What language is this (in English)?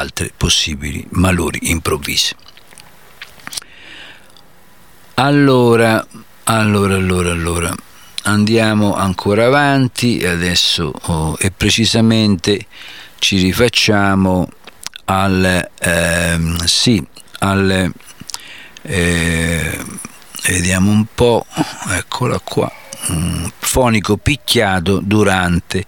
Italian